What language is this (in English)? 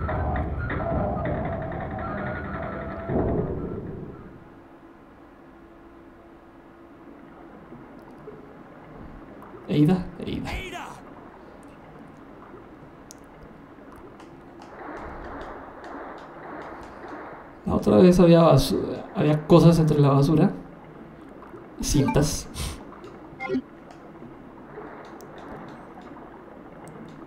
Spanish